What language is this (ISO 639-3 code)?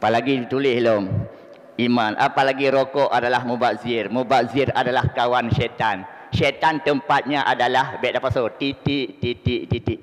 ace